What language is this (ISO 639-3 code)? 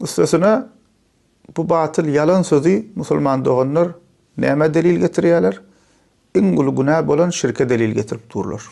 tuk